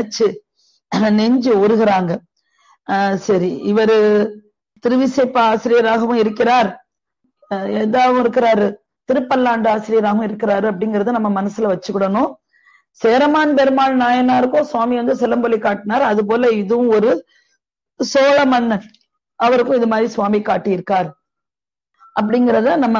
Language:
Tamil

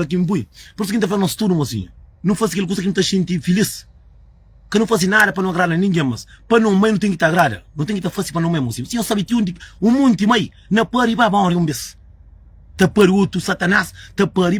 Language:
Kabuverdianu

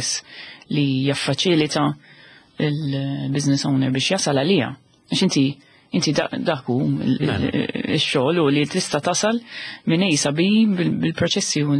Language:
Maltese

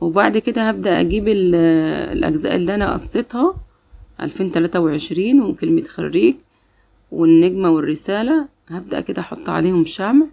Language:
Egyptian Arabic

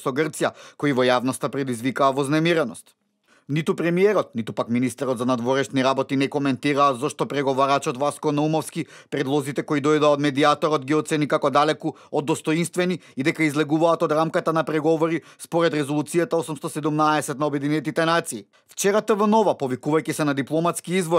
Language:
Macedonian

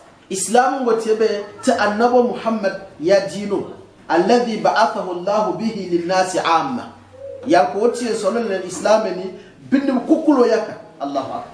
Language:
Gourmanchéma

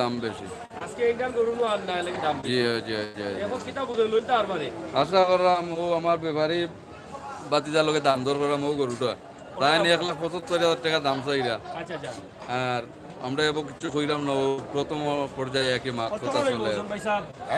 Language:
Sylheti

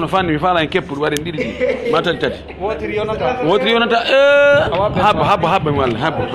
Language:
Pular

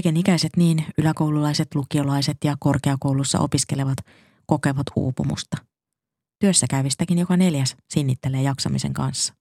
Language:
Finnish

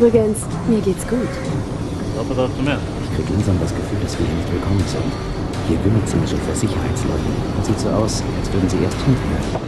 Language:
Bavarian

